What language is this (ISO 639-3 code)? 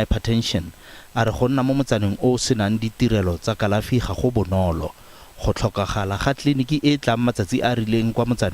tsn